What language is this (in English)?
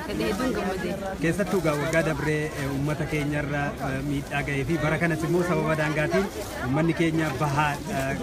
Oromo